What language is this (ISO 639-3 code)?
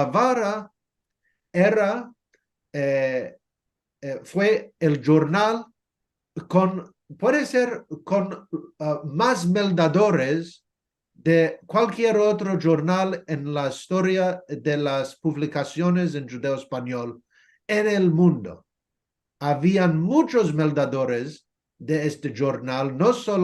lad